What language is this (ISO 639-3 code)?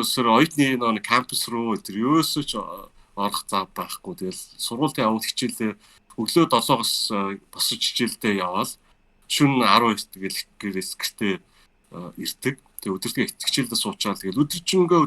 mon